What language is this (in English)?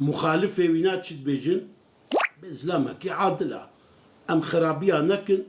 Kurdish